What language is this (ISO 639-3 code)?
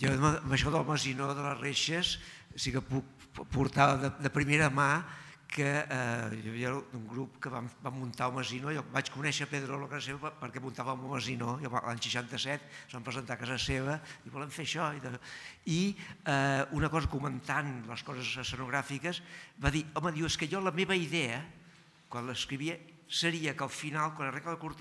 cat